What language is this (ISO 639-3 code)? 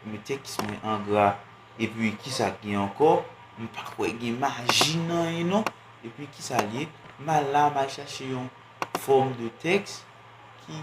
hat